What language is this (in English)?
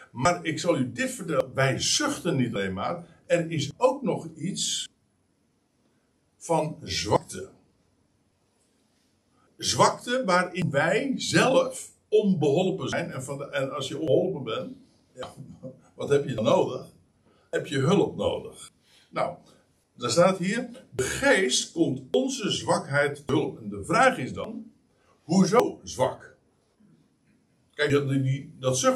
Dutch